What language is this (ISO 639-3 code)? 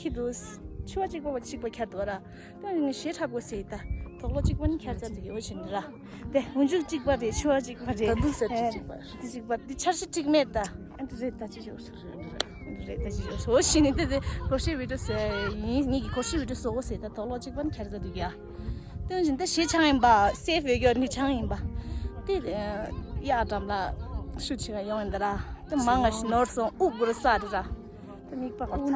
bod